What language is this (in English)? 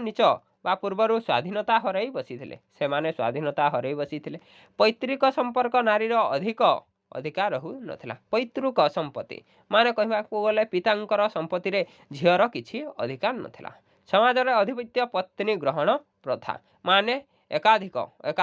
Odia